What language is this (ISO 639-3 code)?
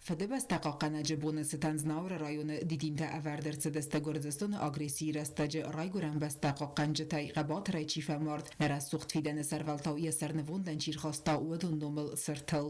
oss